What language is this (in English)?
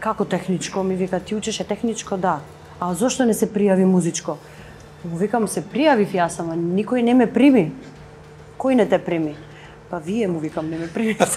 Macedonian